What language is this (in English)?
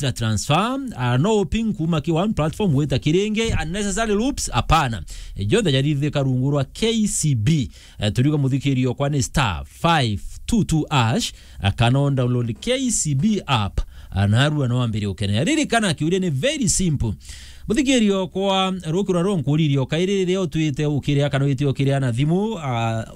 Meru